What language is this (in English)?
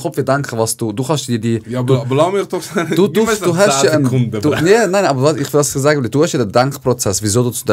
Swiss German